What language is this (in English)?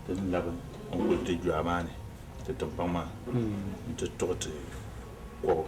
Dagbani